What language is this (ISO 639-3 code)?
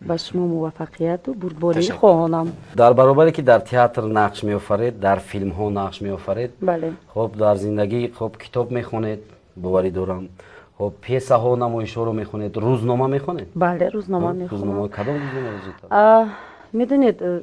tgk